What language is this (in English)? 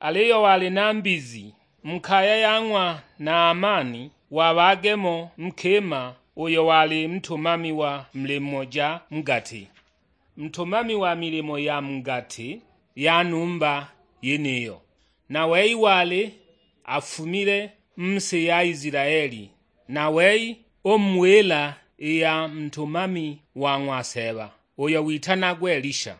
Sukuma